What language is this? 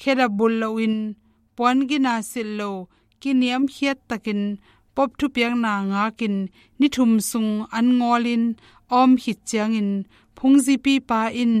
Tedim Chin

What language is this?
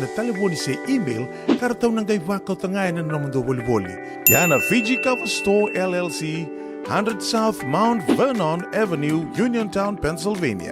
Fijian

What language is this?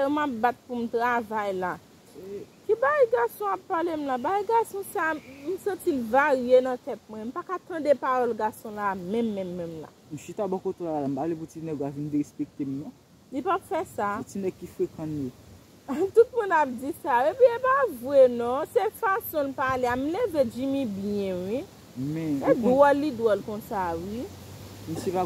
Haitian Creole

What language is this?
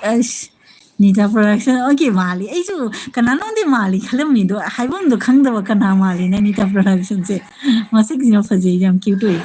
Manipuri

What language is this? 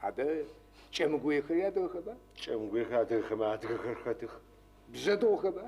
Adyghe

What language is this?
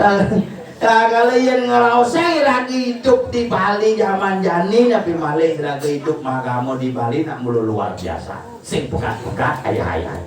Balinese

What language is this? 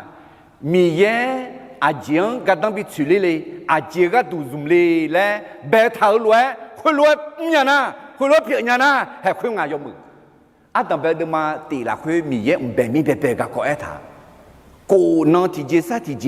Akha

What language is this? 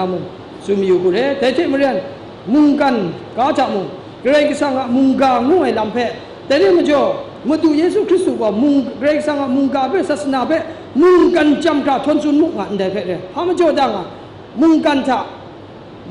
Kachin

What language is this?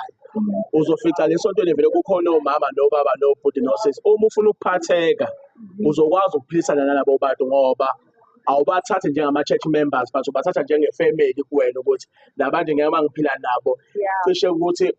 Zulu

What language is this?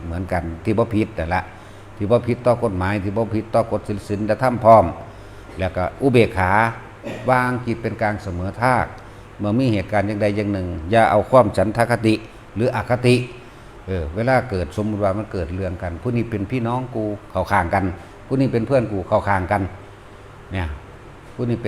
Northeastern Thai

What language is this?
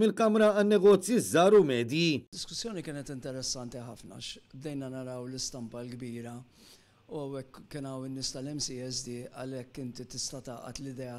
Maltese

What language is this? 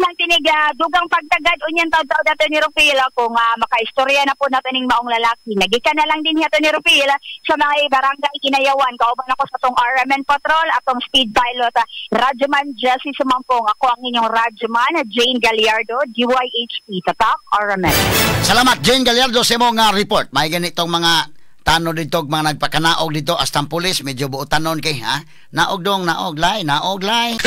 Cebuano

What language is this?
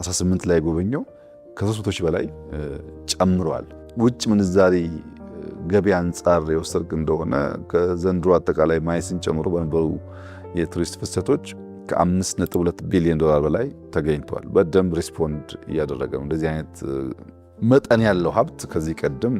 Amharic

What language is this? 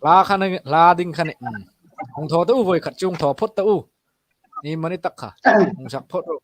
Hmar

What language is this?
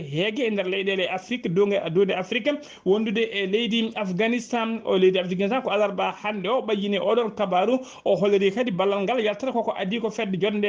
Fula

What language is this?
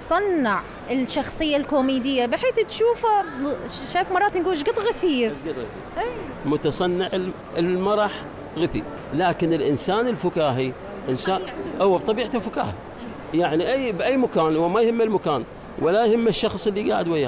Mesopotamian Arabic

